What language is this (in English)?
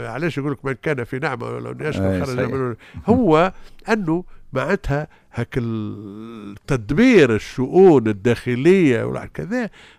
Tunisian Arabic